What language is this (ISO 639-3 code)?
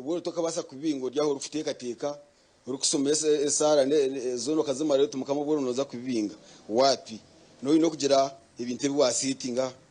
nyn